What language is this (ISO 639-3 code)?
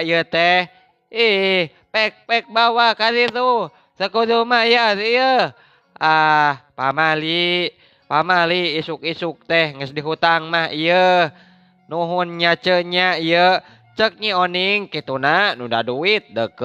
sun